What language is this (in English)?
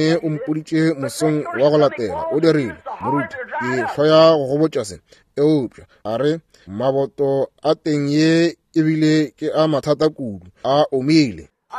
Northern Sotho